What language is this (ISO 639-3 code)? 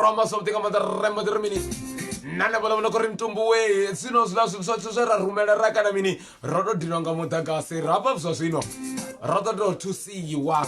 ven